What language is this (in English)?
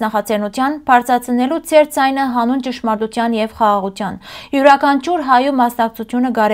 Western Armenian